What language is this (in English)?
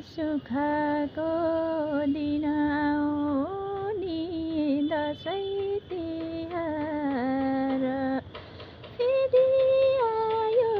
Nepali